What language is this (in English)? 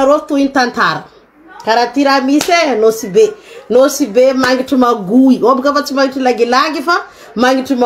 Malagasy